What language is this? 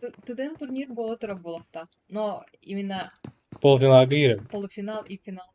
Yakut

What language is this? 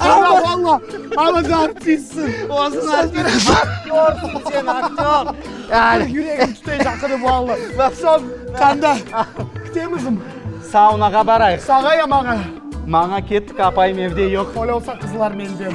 Crimean Tatar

